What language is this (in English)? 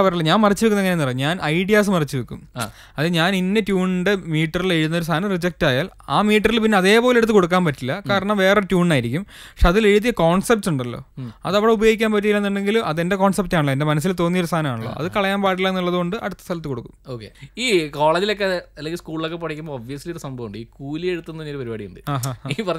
Malayalam